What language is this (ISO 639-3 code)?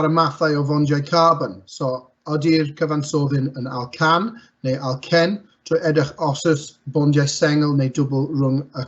cym